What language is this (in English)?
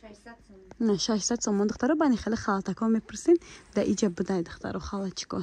Tajik